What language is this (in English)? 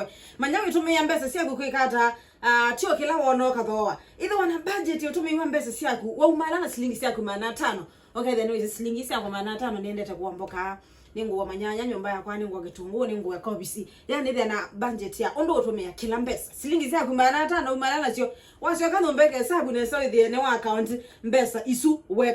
Kamba